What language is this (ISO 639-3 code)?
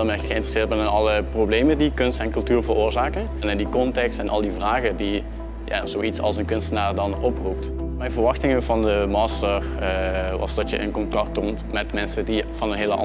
nld